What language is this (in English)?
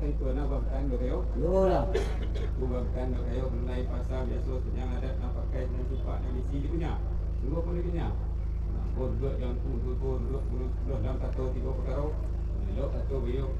Minangkabau